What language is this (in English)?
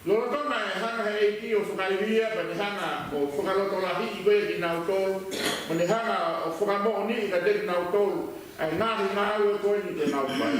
Tongan